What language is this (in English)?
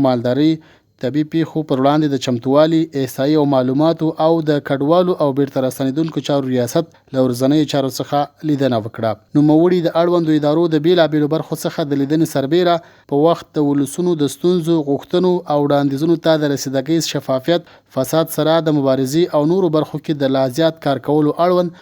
Pashto